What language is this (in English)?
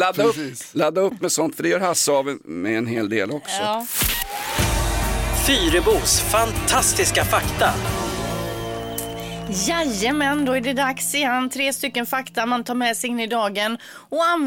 Swedish